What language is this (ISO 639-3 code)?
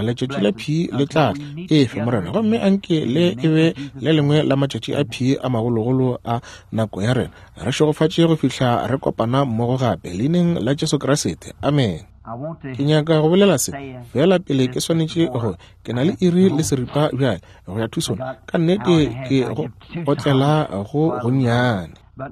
nso